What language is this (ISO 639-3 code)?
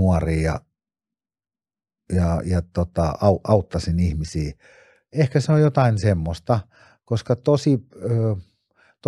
fin